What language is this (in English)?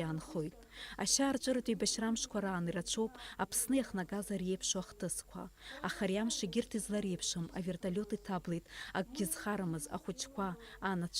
Abkhazian